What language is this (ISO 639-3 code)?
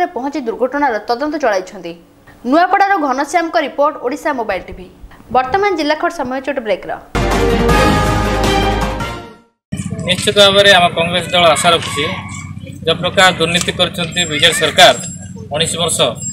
ori